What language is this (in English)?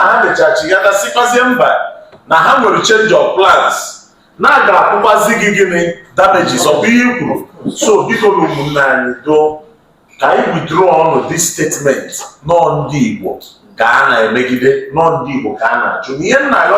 Igbo